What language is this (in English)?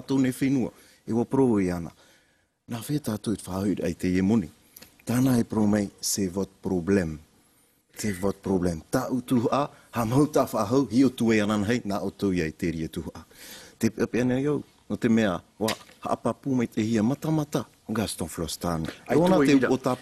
Tahitian